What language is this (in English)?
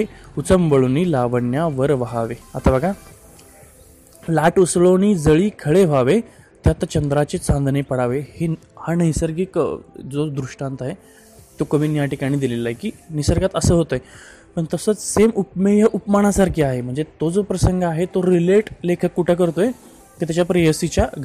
Marathi